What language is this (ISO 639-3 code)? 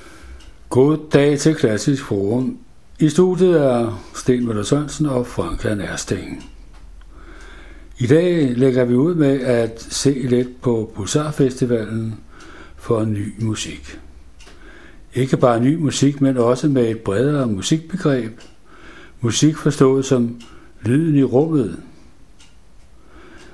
dan